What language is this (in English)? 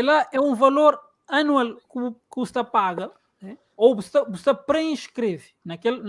Kabuverdianu